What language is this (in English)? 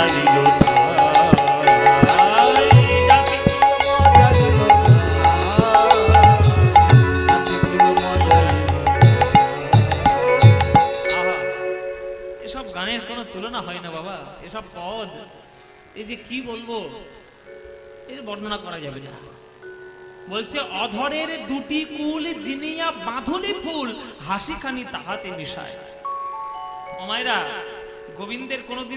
Bangla